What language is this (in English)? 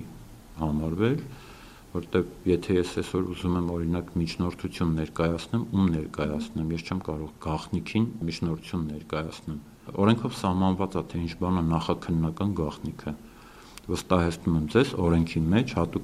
Armenian